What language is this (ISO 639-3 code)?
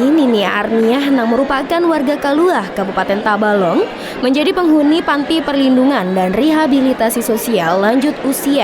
bjn